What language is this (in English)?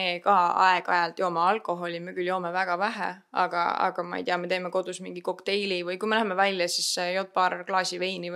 Estonian